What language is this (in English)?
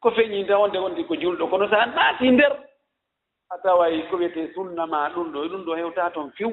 Fula